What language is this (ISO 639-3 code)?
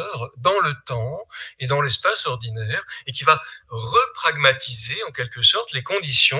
fra